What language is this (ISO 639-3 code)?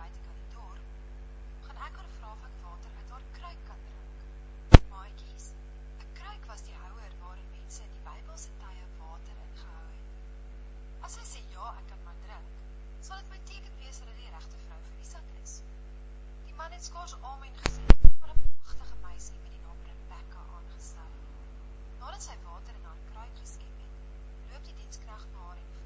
afr